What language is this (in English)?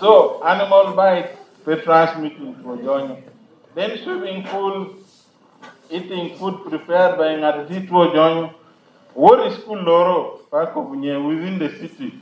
Lango (Uganda)